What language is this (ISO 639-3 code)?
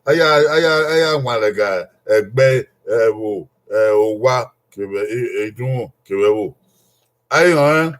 bin